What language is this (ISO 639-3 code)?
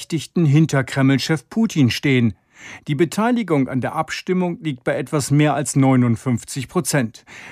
deu